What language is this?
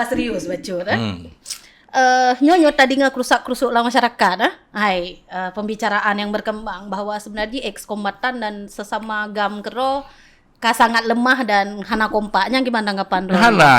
Achinese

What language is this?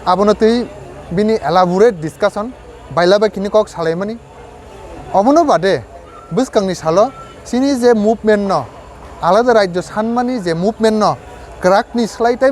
Kok Borok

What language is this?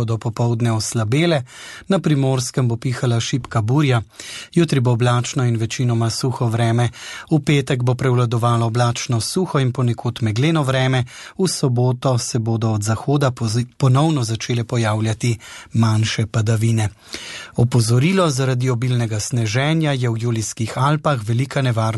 Slovenian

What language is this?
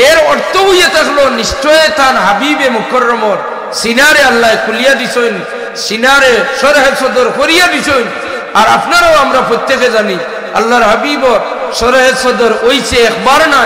Sylheti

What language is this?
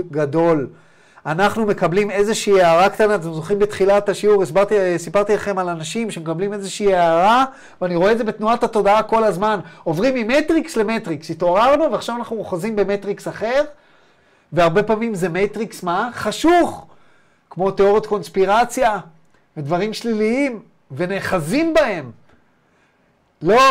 Hebrew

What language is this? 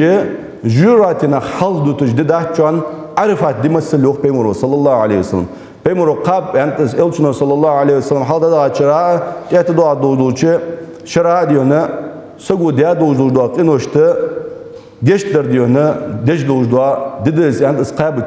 Ingush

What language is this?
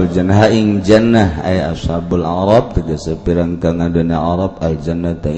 Sundanese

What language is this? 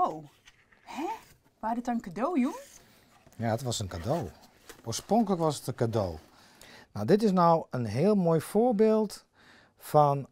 Western Frisian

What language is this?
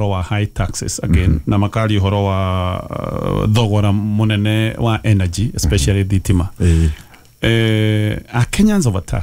Kikuyu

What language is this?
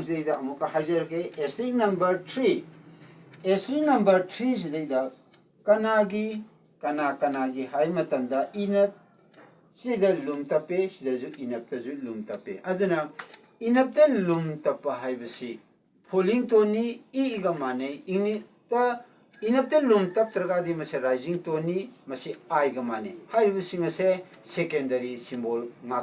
Manipuri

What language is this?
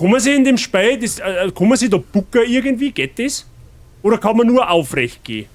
Bavarian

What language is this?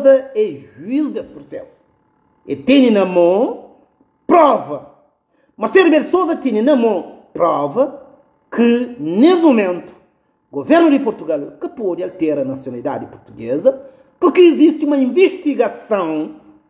Kabuverdianu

